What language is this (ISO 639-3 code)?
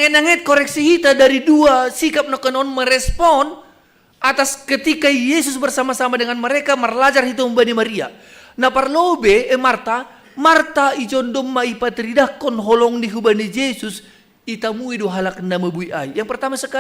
bts